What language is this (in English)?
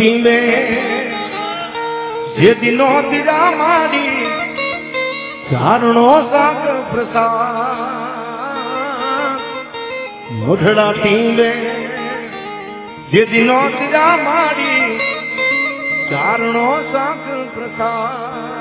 Gujarati